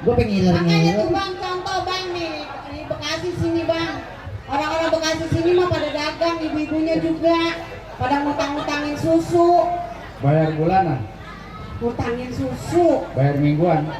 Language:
Betawi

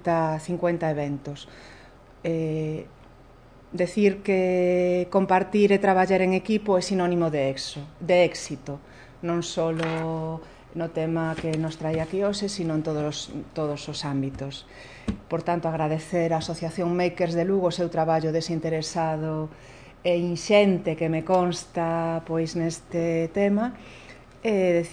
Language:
Galician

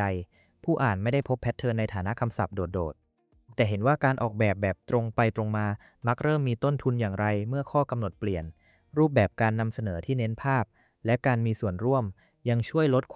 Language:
Thai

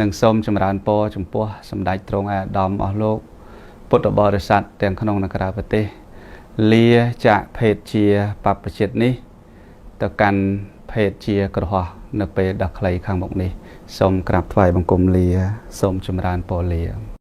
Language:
Khmer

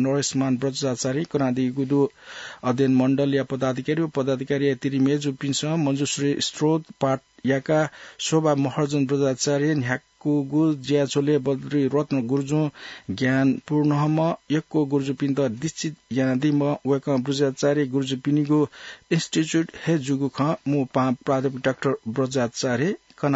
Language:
Newari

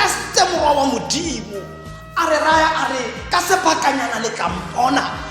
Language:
Tswana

